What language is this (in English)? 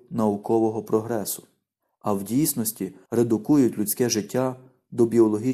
Ukrainian